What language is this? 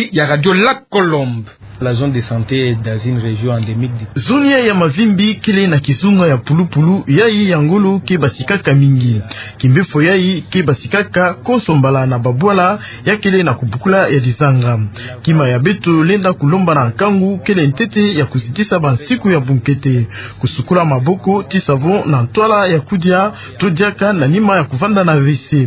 Kituba (Democratic Republic of Congo)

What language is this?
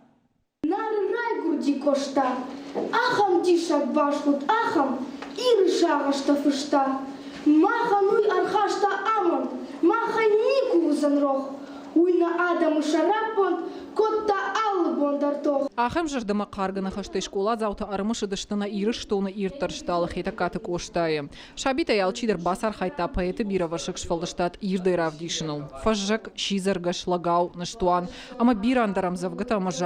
Ossetic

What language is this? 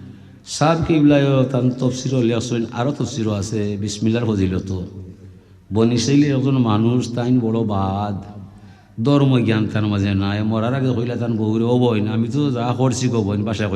Sylheti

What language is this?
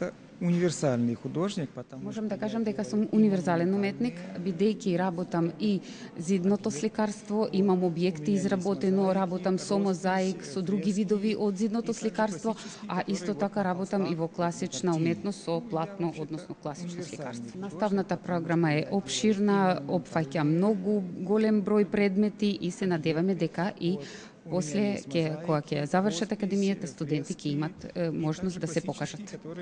Macedonian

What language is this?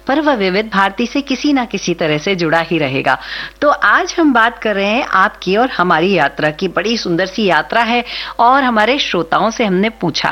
Hindi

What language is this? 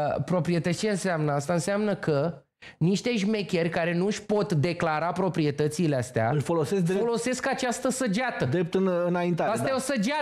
Romanian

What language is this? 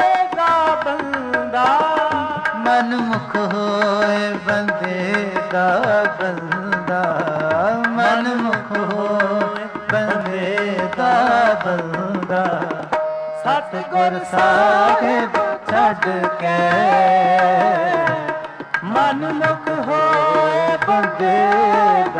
Punjabi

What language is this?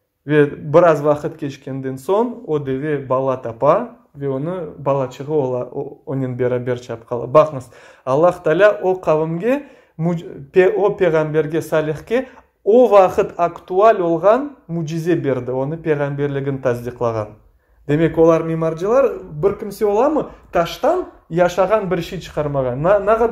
Crimean Tatar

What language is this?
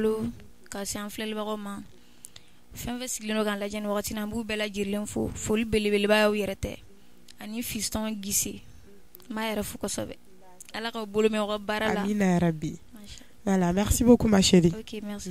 Bambara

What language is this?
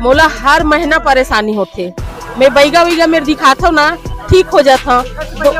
Chhattisgarhi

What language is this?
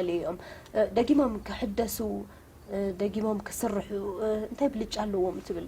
Tigrinya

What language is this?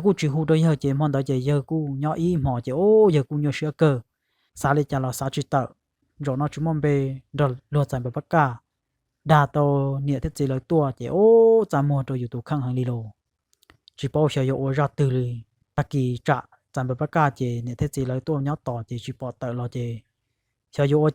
Hmong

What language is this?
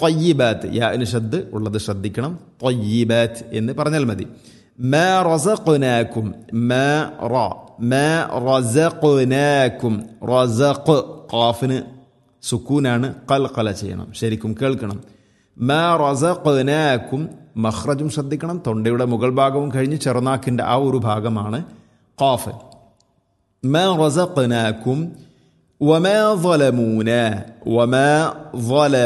Malayalam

